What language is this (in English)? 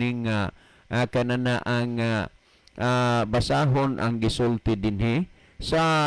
Cebuano